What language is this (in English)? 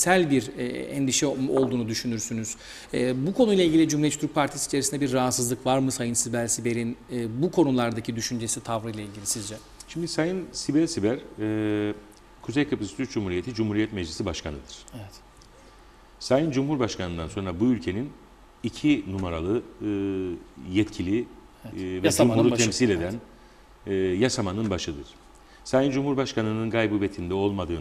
Turkish